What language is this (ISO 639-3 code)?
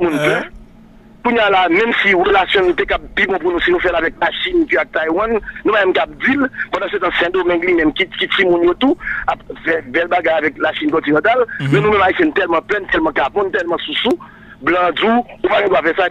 hat